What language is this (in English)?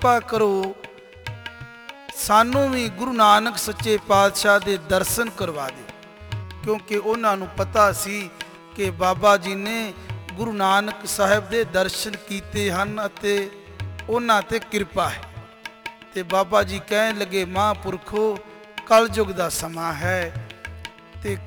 Punjabi